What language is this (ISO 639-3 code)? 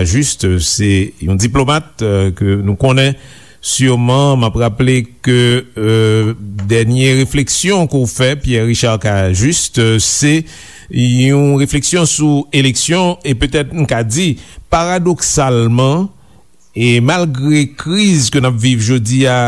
hat